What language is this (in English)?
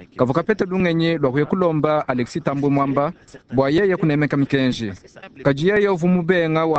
Luba-Lulua